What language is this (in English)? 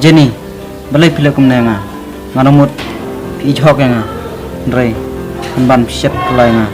Khasi